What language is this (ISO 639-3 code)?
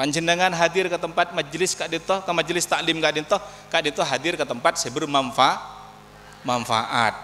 mad